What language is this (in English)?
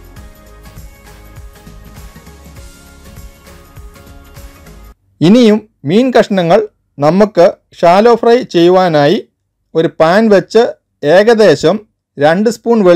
Malayalam